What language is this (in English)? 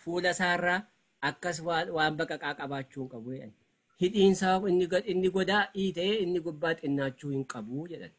Oromo